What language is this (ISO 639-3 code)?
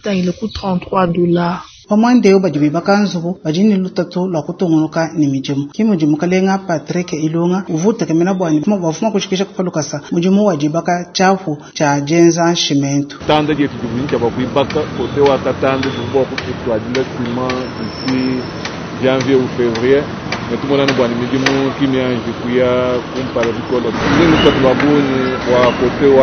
lua